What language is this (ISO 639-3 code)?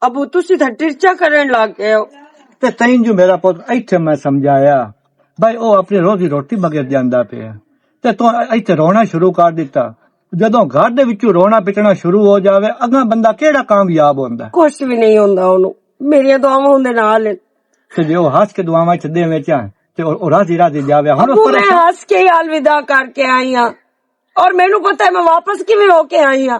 lah